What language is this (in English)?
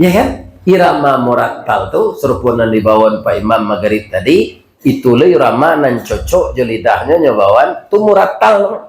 Minangkabau